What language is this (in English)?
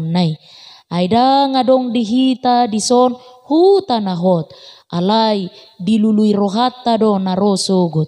Batak Toba